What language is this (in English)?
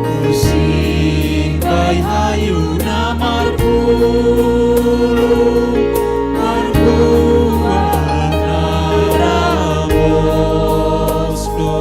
Batak Simalungun